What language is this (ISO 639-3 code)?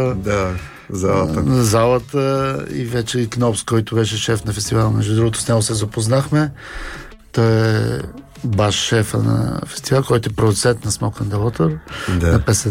bul